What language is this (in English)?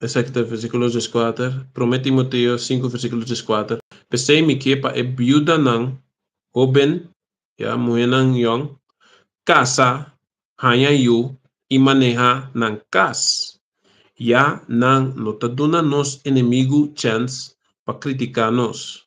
Papiamento